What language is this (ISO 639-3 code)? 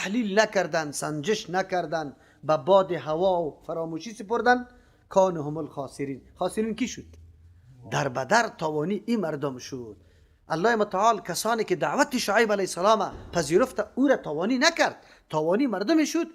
fas